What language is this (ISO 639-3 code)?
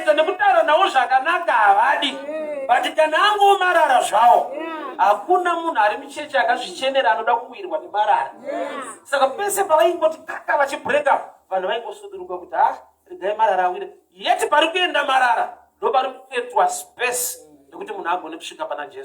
sna